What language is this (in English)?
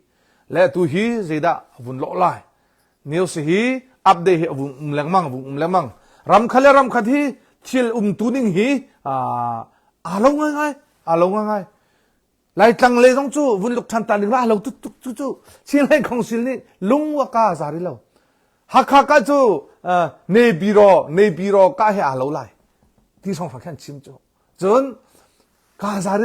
Hakha Chin